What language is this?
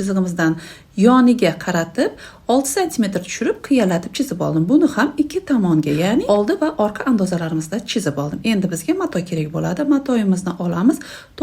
Uzbek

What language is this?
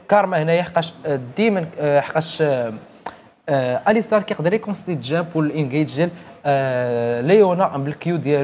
Moroccan Arabic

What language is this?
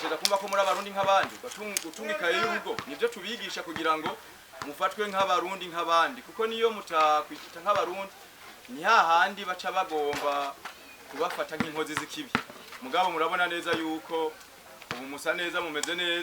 Rundi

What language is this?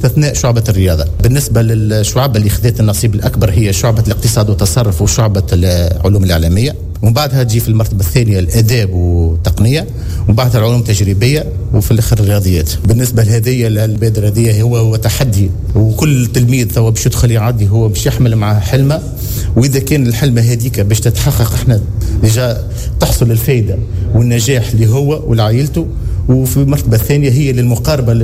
Tunisian Arabic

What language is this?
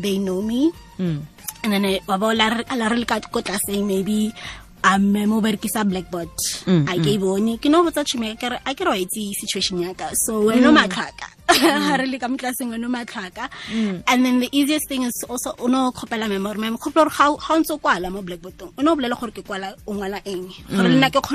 Tswana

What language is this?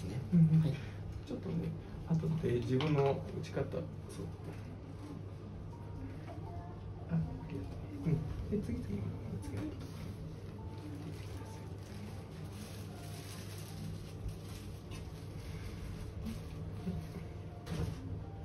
Japanese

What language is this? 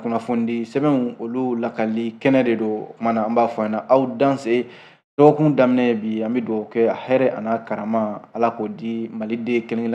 Bambara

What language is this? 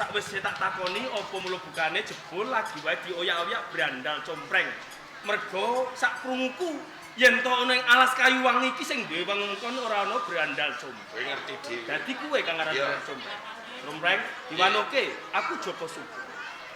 Javanese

